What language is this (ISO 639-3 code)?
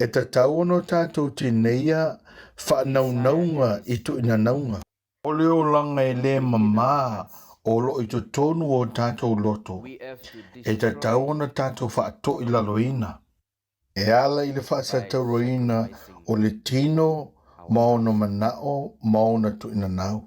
smo